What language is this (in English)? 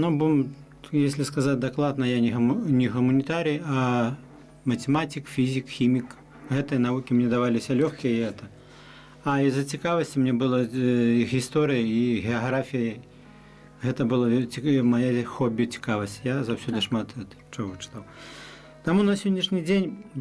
Belarusian